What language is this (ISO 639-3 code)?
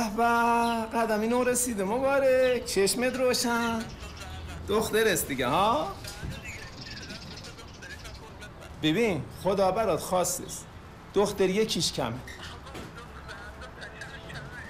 fas